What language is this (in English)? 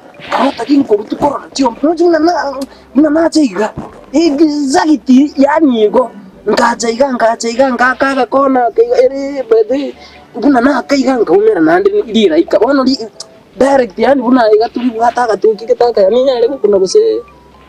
Gusii